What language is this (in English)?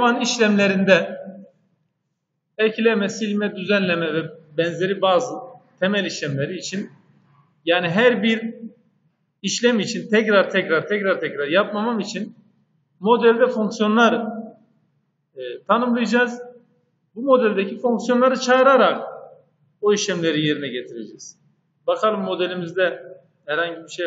Turkish